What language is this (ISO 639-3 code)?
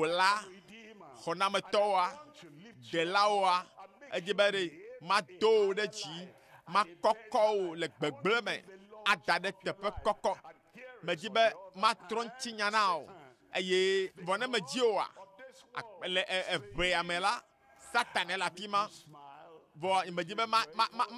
ewe